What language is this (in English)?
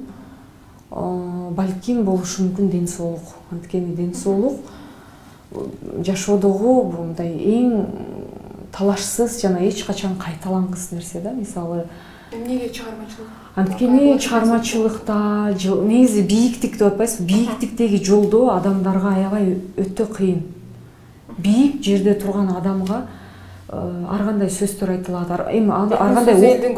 Kyrgyz